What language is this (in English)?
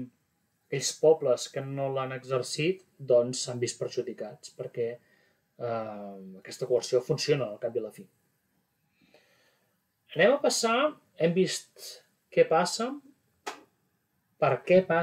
Catalan